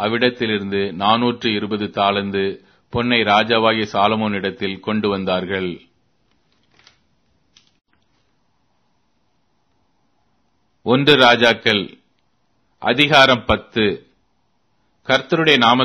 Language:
Tamil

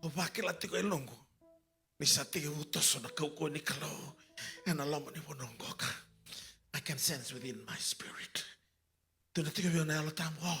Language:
Fijian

